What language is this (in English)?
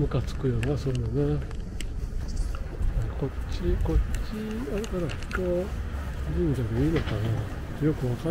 Japanese